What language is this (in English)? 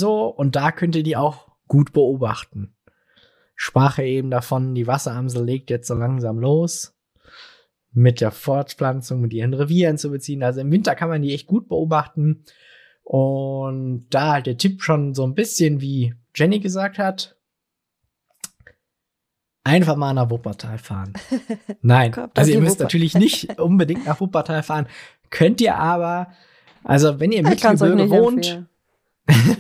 German